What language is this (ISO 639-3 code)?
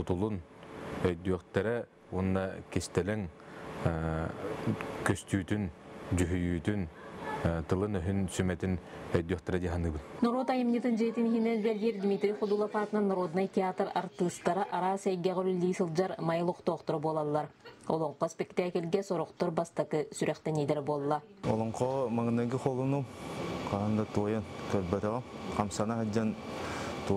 sah